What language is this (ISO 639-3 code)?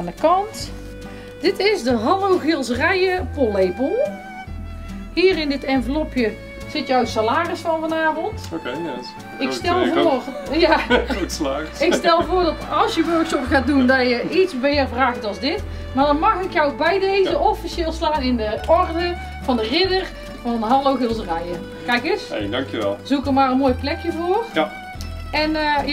nld